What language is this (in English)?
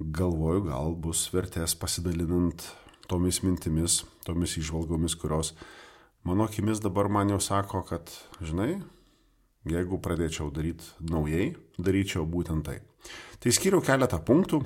Lithuanian